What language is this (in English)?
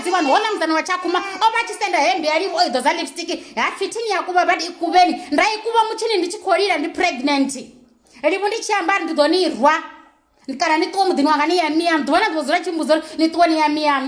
Venda